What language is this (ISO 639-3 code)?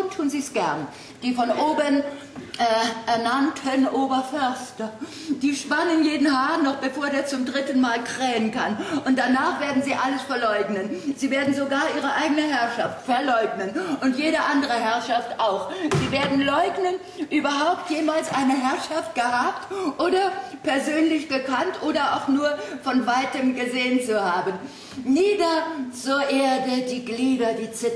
deu